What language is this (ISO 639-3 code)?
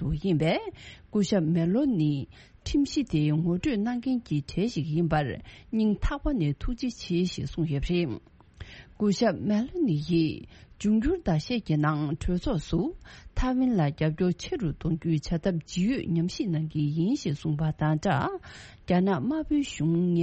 bod